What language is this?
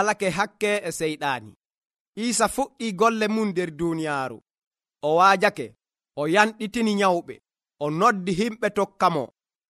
Nigerian Fulfulde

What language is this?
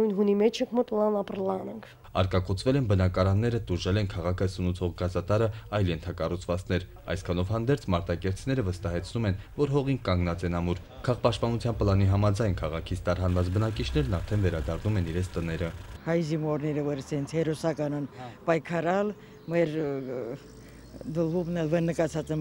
Armenian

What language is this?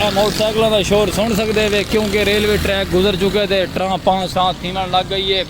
Saraiki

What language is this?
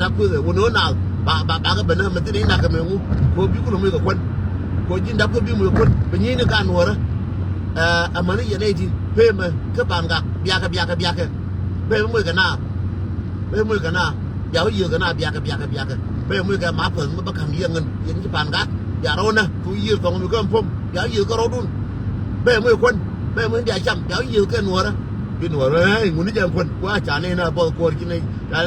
Nuer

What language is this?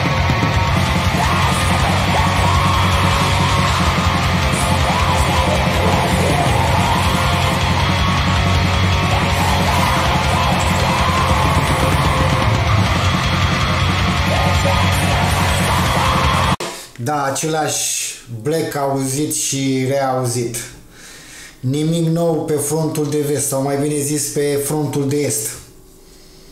Romanian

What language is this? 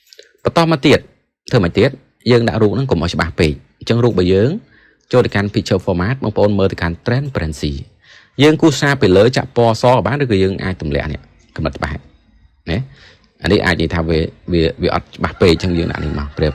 Khmer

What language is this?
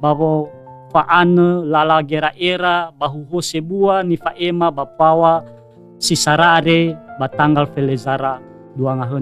Nias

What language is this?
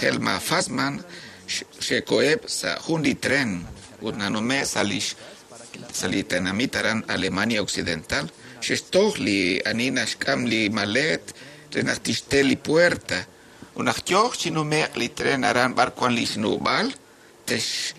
Kekchí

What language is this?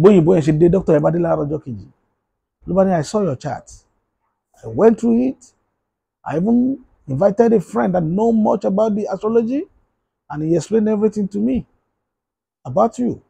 Yoruba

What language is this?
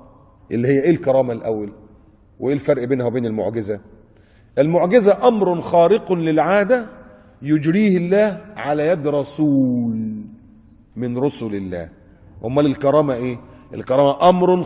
Egyptian Arabic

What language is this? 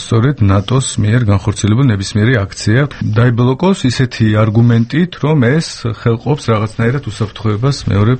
Georgian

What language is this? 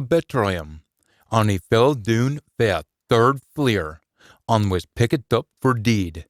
Scots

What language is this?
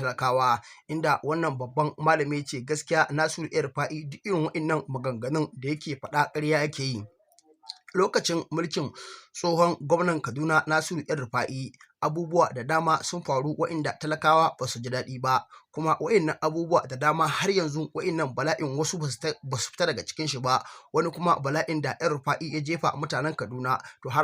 Hausa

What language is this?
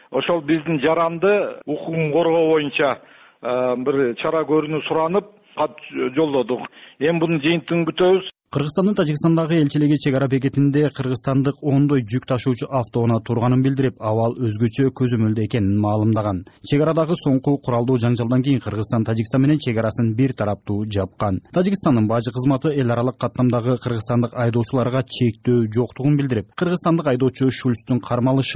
Kyrgyz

